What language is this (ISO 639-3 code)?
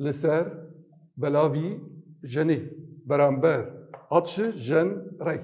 kur